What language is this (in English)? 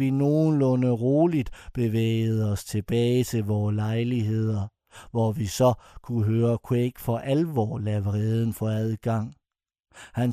Danish